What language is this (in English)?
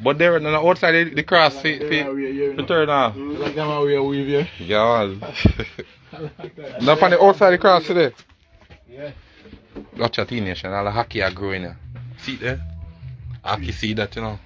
Jamaican Creole English